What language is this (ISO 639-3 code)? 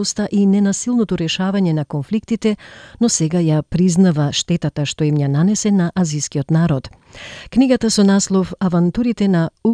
mkd